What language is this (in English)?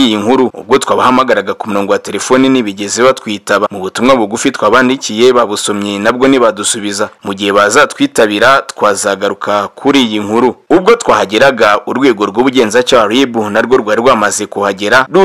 Kinyarwanda